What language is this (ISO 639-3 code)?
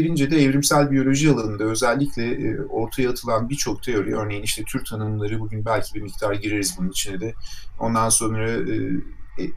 tur